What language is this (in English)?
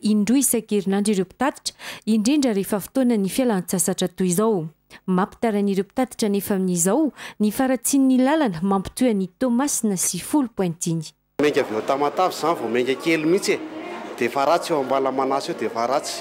Malagasy